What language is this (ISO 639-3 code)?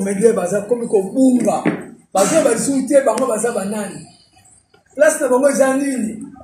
lin